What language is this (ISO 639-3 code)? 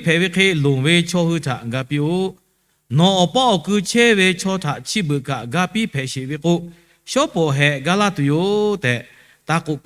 lhu